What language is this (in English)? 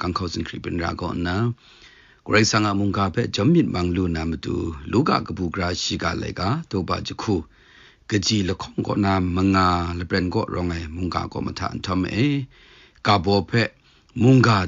Kachin